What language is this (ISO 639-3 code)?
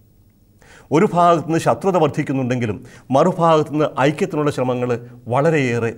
mal